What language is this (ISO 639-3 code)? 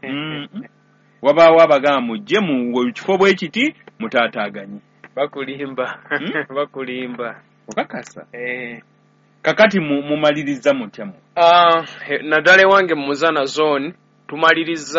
lug